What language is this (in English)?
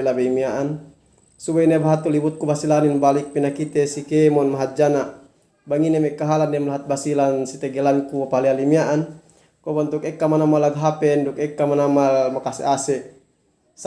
Yakan